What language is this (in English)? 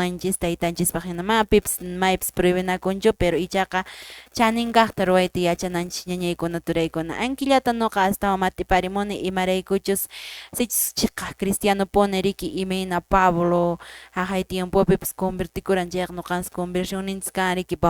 Quechua